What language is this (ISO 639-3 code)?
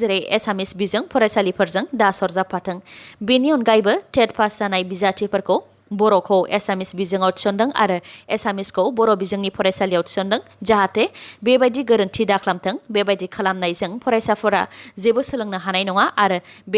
brx